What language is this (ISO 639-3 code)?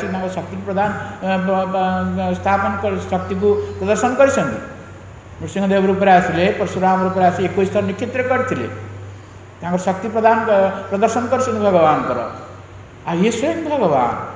ori